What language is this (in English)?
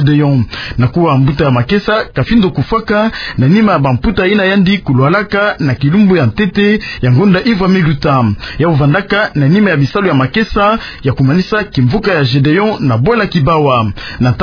Kituba (Democratic Republic of Congo)